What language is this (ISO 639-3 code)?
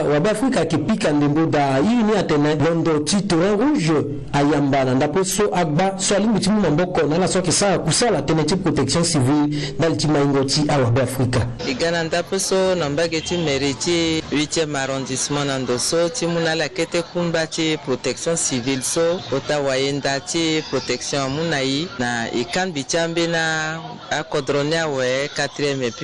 sag